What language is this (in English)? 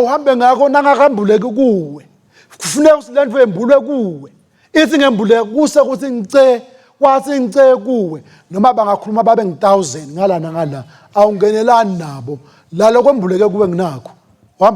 Swati